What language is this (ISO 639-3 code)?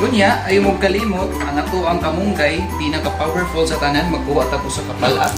ceb